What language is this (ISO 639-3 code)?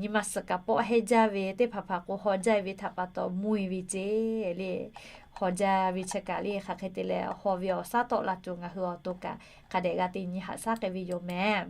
lhu